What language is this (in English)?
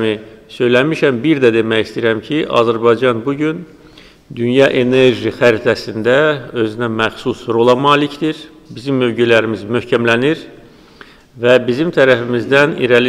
Azerbaijani